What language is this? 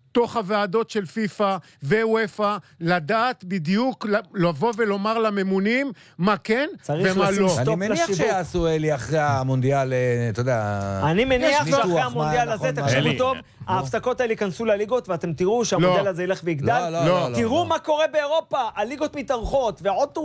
Hebrew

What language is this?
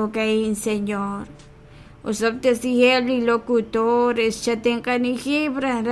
Kekchí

